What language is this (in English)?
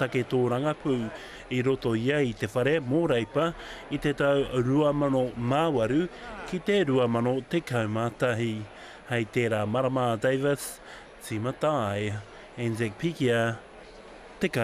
Māori